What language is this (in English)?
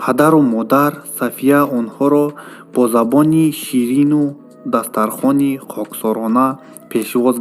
Tajik